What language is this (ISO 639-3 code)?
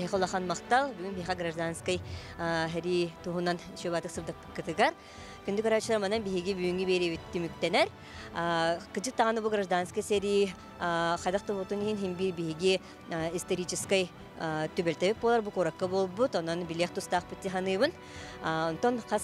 sah